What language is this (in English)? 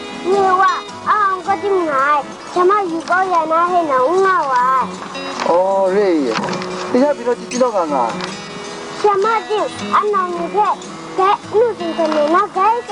Kachin